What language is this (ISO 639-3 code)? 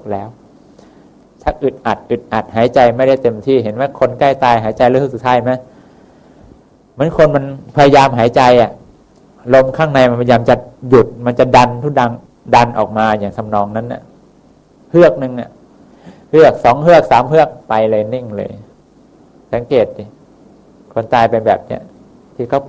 tha